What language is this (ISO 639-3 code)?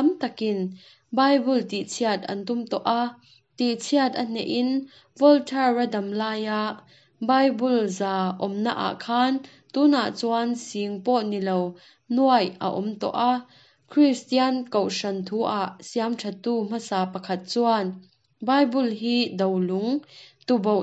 lus